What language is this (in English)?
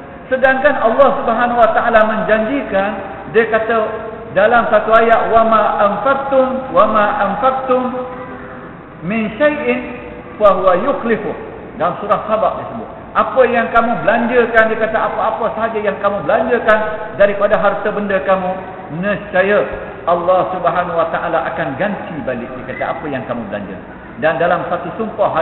Malay